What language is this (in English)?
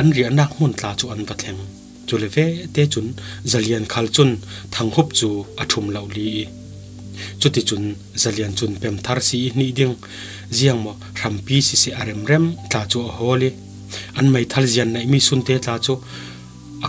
Falam Chin